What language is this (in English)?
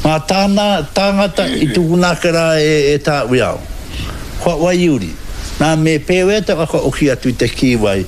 Māori